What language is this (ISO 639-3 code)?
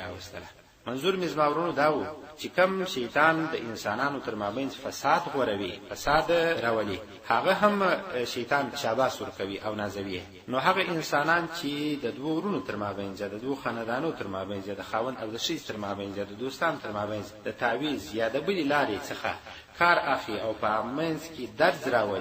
pus